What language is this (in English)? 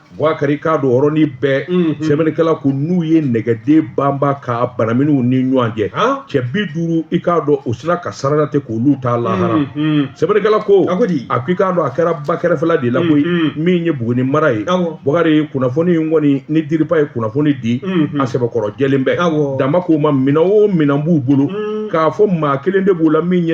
Bambara